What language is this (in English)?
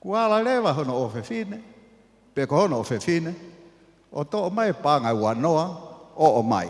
Tongan